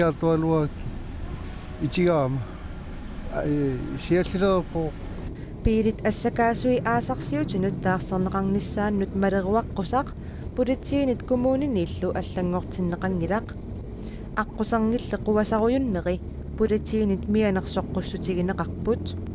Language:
Kalaallisut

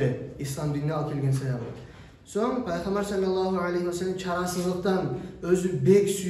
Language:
Kumyk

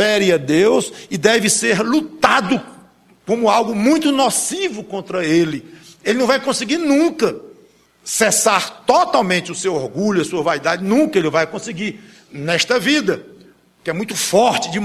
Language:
Portuguese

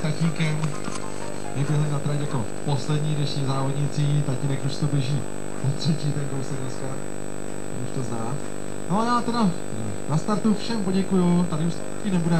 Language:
Czech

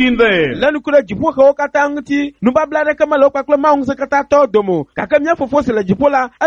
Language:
Ewe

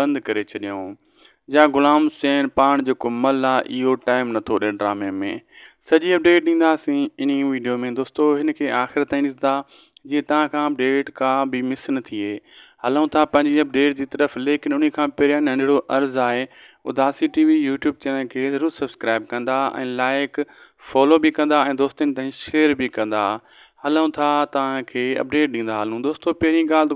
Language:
Sindhi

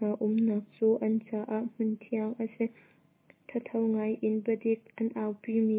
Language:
Hakha Chin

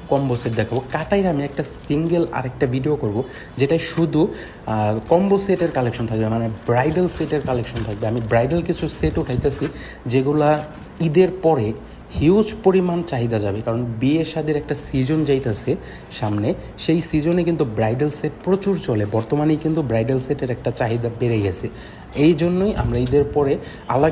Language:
Bangla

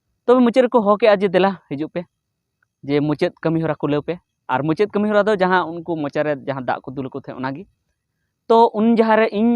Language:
Santali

